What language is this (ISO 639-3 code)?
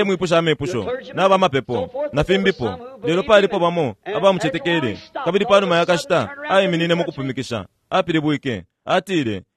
bem